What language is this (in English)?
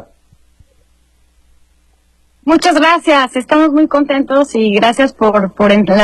Spanish